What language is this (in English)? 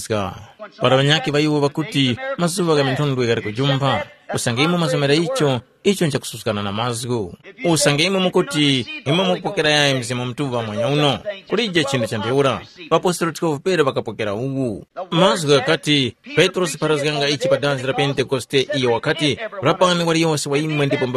Tumbuka